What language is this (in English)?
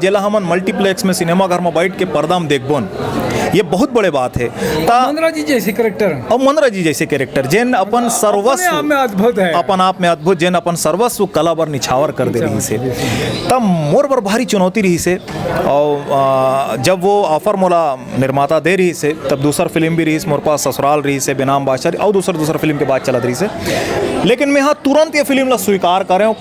Chhattisgarhi